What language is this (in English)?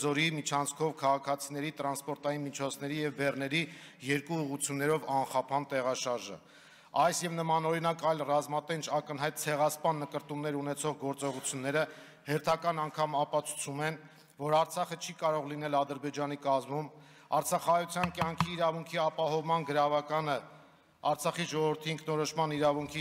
Armenian